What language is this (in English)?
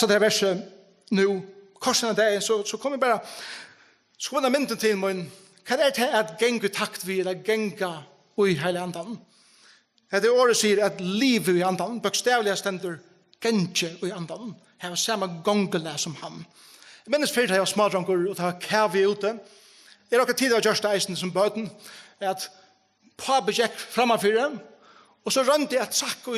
Faroese